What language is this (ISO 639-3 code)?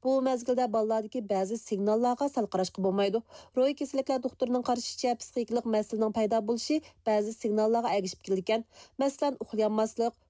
uig